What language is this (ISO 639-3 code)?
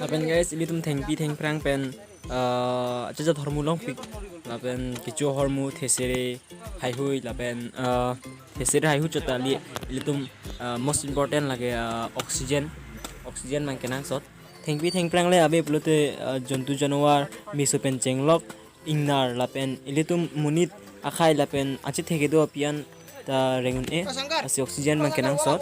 mjw